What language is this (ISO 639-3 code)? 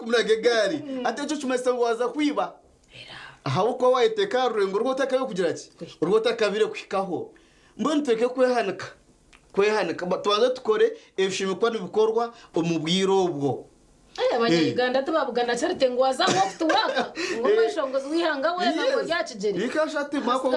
nyn